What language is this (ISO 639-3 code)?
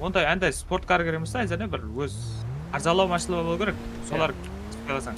kaa